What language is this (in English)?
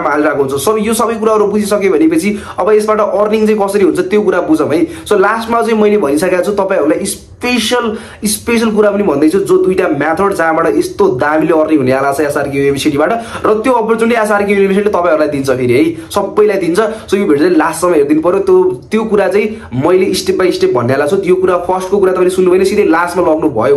Nepali